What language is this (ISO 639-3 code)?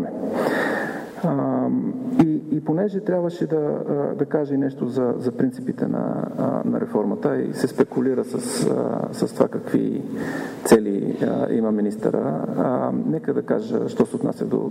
bul